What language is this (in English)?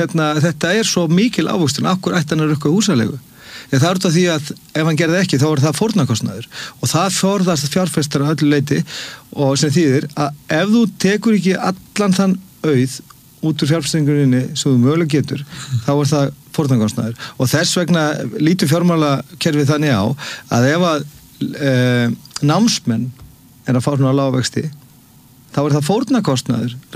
Icelandic